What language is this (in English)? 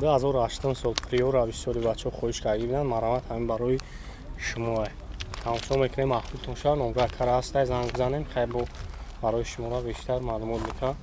Tajik